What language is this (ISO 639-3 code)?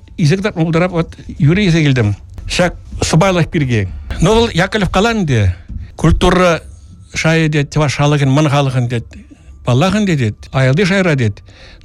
chv